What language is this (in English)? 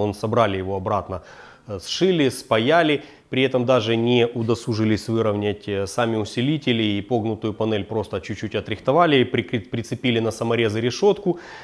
Russian